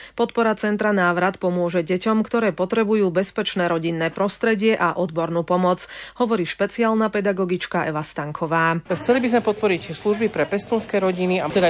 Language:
Slovak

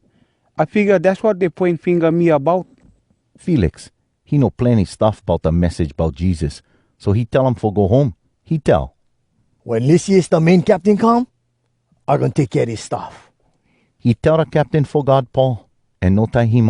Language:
Hawai'i Creole English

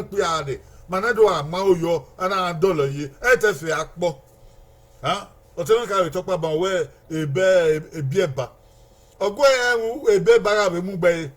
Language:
Bini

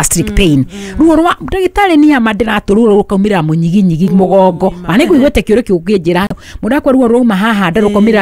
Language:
Kikuyu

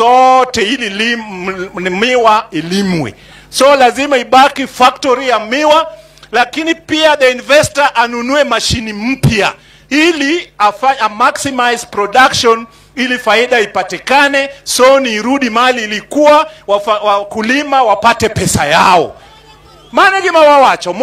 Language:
Swahili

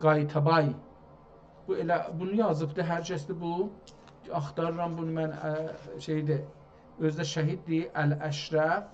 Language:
South Azerbaijani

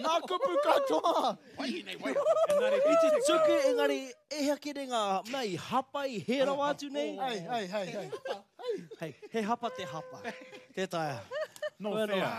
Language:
Māori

